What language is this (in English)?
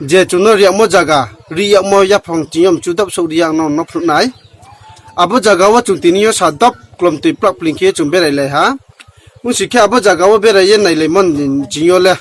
Riang (India)